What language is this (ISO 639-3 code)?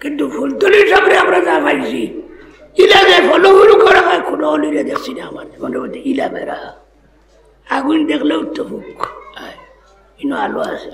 syl